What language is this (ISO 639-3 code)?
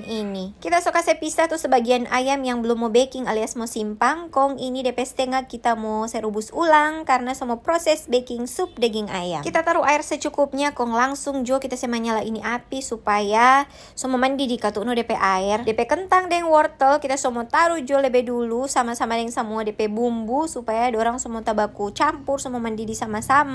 xmm